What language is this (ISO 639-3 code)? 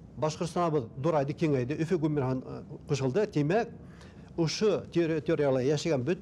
bak